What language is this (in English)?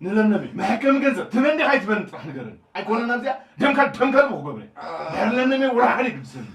Tigrinya